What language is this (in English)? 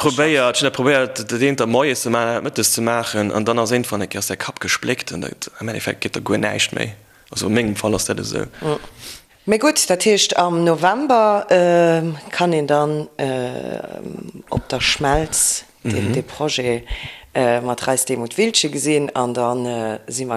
Luxembourgish